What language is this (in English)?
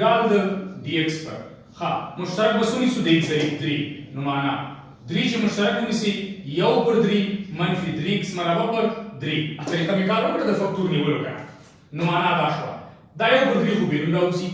Pashto